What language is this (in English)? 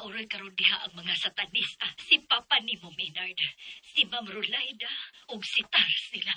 Cebuano